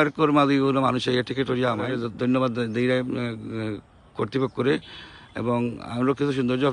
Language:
Sylheti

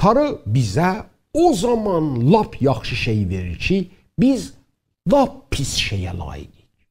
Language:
South Azerbaijani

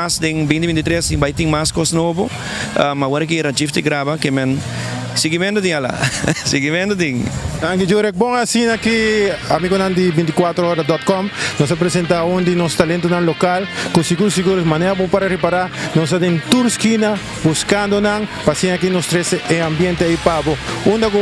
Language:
Papiamento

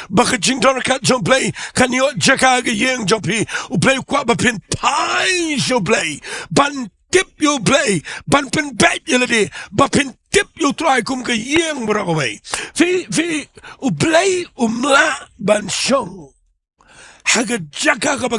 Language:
Khasi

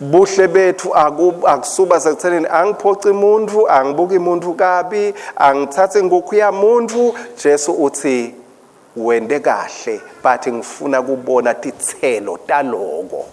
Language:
Swati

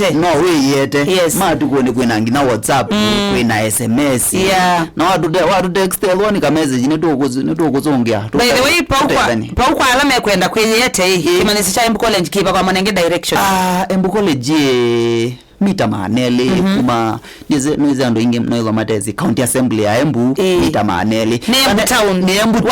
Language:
Kamba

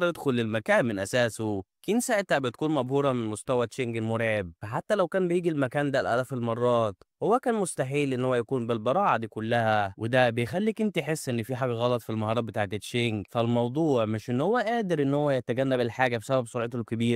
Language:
Egyptian Arabic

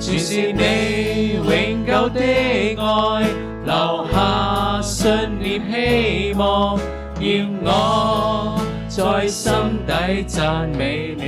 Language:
Cantonese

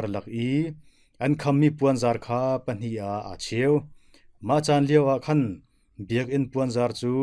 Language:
Hakha Chin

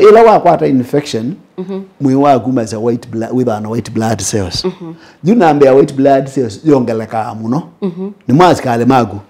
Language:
Kamba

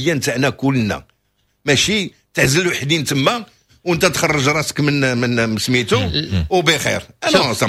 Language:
Moroccan Arabic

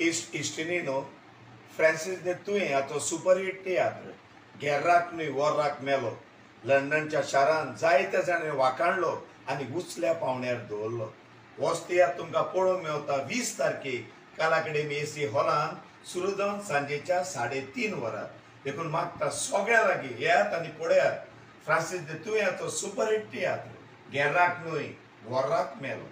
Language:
Konkani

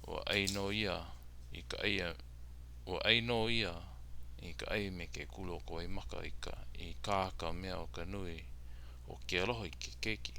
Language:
Hawaiian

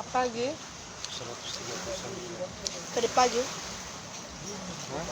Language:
Manado Malay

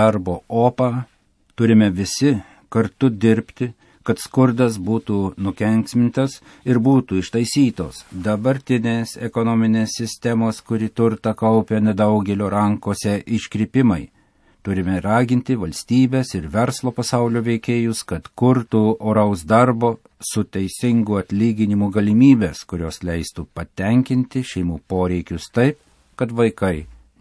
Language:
Lithuanian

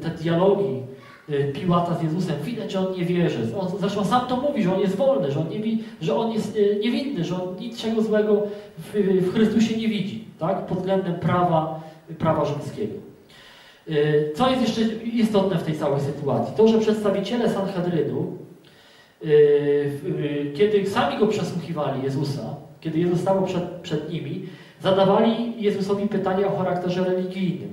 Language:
Polish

